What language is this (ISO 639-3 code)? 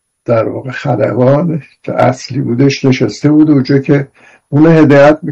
fas